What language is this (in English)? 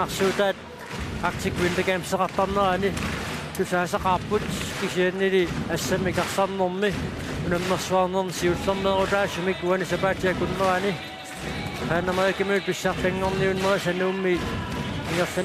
Kalaallisut